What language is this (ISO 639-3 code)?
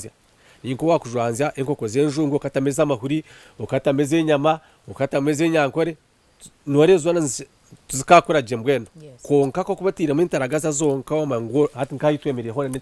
nyn